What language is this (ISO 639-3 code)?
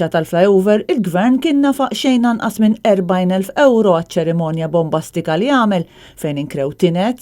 mlt